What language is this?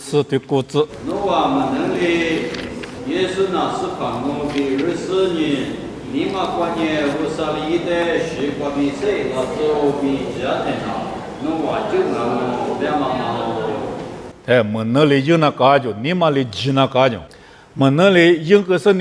Lisu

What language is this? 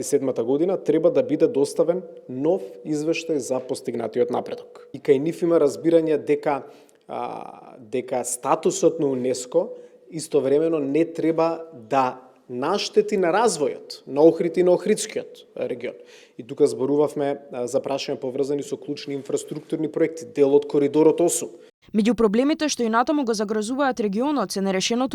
Macedonian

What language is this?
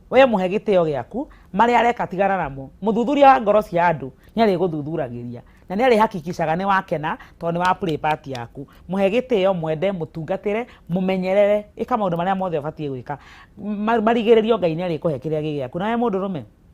Kikuyu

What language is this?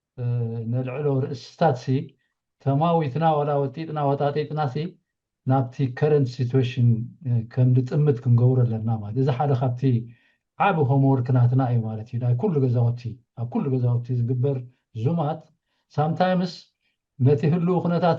Tigrinya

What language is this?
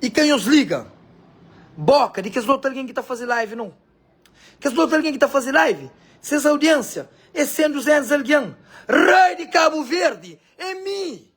Kabuverdianu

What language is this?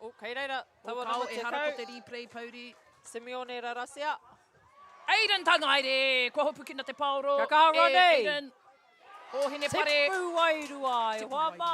Māori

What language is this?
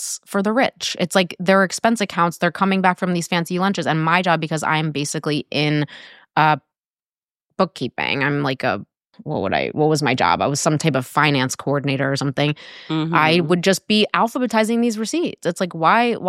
English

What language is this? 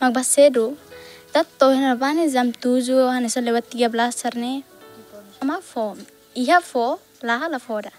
Tetum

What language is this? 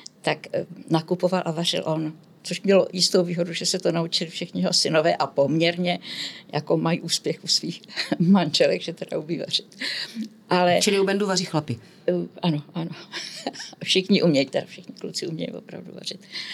Czech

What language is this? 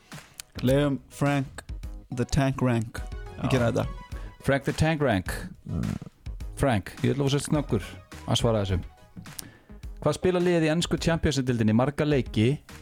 Icelandic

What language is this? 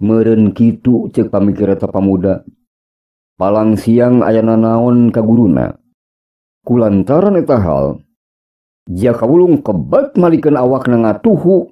Sundanese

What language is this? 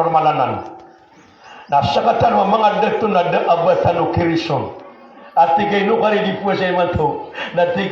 Maranao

